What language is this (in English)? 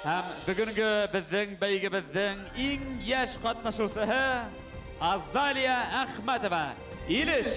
Bashkir